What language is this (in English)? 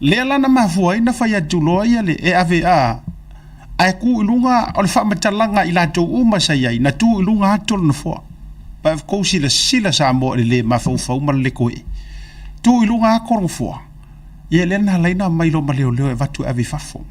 Samoan